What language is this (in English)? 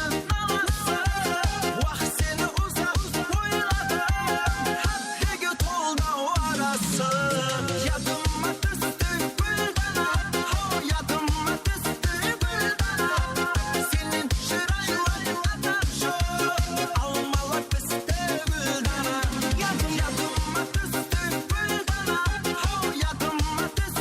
Kara-Kalpak